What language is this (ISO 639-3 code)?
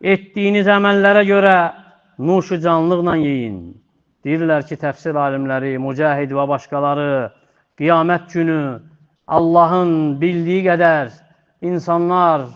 aze